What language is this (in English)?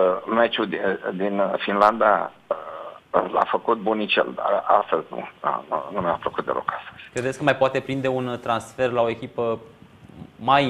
Romanian